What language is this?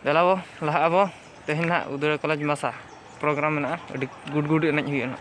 Santali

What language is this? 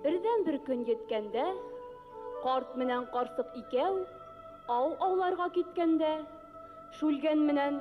Bashkir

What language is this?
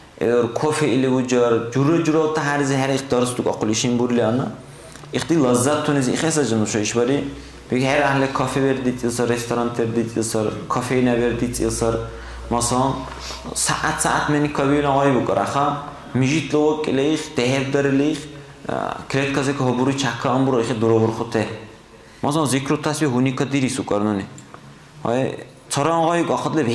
Dargwa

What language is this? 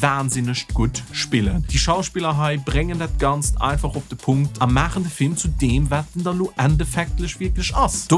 Luxembourgish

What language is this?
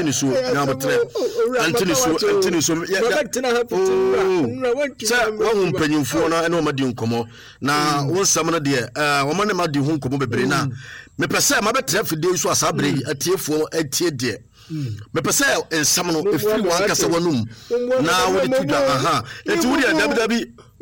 Akan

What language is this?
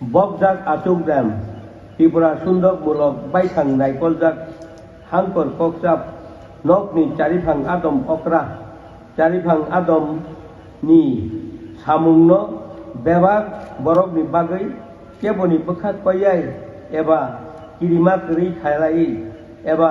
Kok Borok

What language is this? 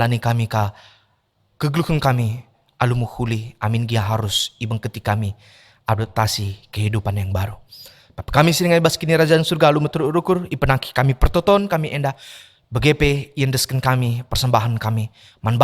Batak Karo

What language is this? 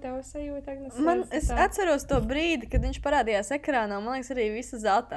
Latvian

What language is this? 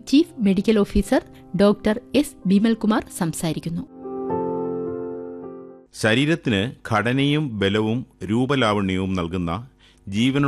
Malayalam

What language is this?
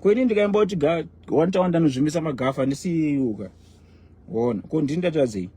Shona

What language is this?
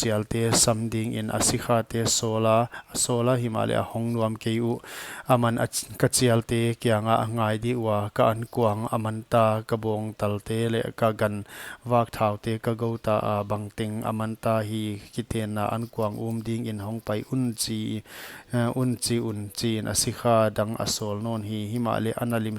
Paite Chin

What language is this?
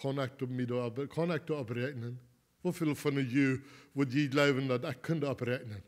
Plautdietsch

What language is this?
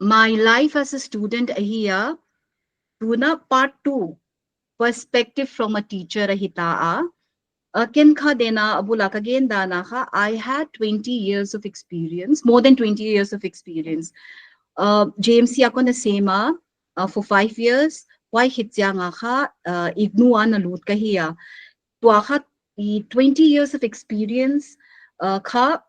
Paite Chin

